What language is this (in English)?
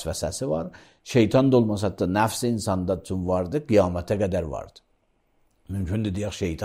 Azerbaijani